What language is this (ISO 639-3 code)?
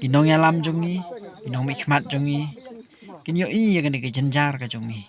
kha